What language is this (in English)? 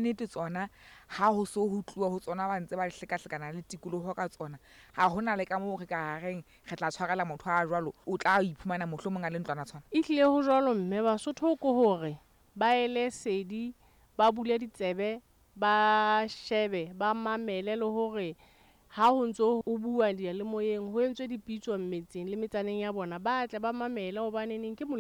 Southern Sotho